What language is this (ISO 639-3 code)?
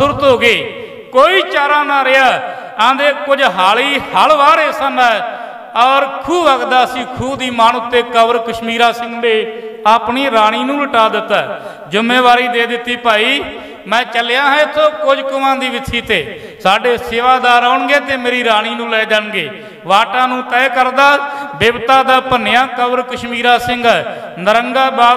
pan